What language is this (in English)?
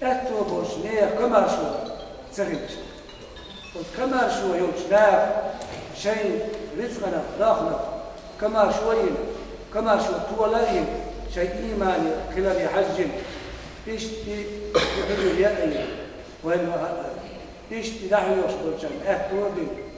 Chechen